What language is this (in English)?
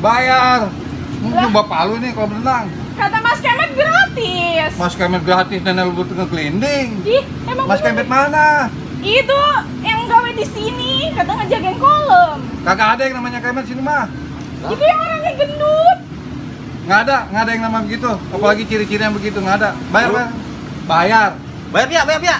Betawi